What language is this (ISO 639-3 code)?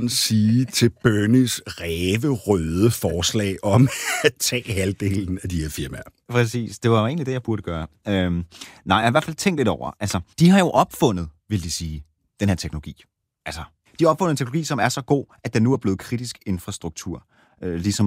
dan